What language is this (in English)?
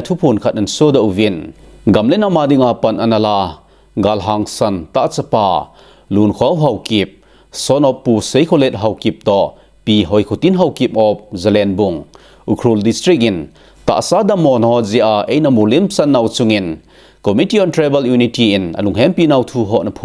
Thado Chin